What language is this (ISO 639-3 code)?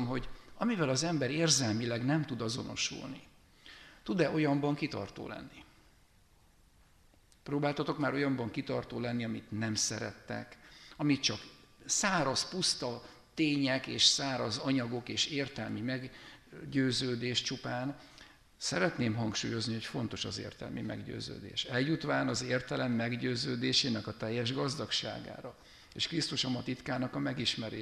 hun